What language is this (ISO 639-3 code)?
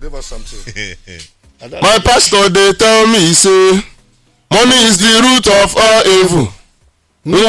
pcm